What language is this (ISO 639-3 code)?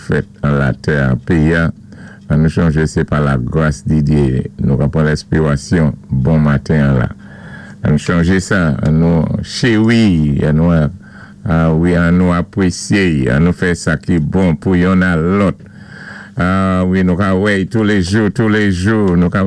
acf